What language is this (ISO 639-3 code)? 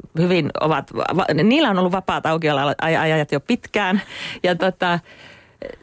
fin